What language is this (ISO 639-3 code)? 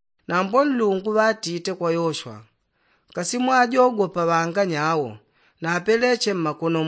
yao